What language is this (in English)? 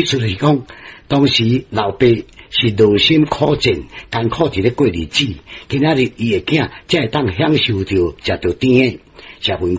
Min Nan Chinese